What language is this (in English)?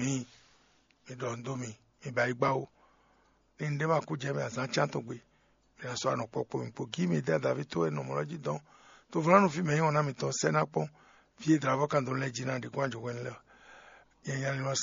Fon